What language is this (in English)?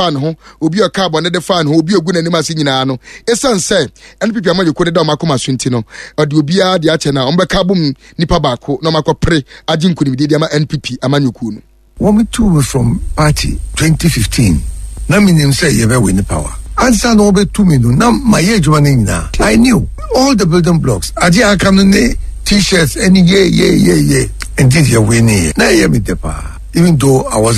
Akan